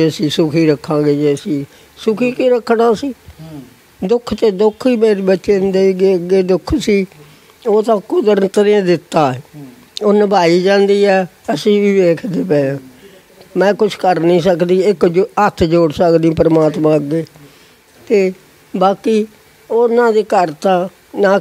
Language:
Punjabi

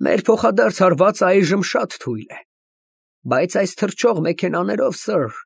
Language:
Armenian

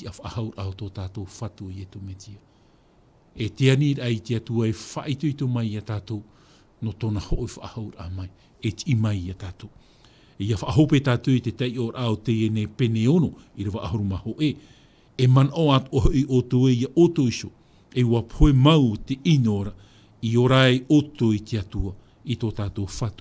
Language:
Tahitian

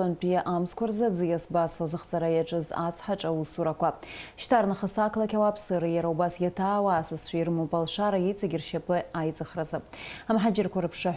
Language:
Abkhazian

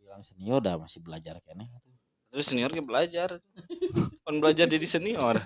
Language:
Sundanese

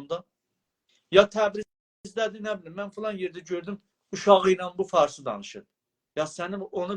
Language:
South Azerbaijani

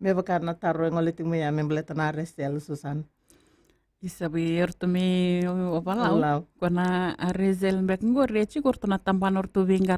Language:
Fijian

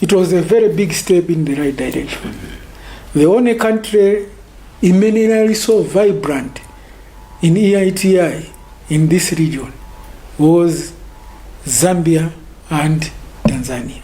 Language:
Nyanja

